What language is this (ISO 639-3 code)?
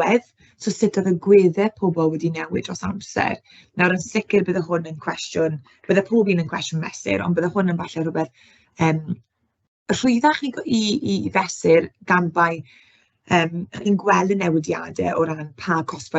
cym